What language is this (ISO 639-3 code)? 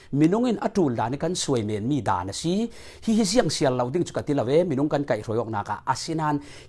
cfm